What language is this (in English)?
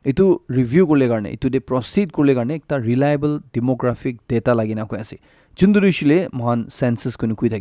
Naga Pidgin